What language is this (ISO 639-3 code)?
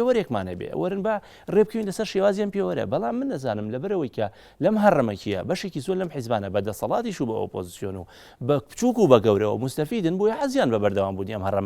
ckb